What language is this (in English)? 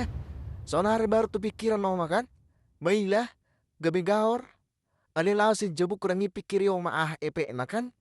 Batak Toba